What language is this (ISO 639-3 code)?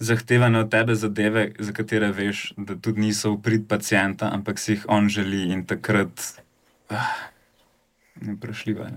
slv